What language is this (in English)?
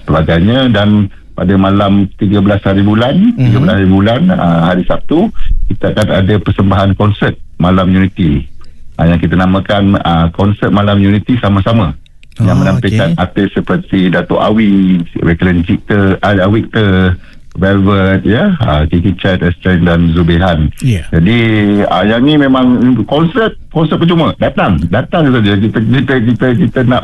Malay